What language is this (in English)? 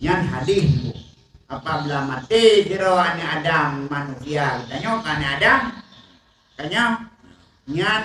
Achinese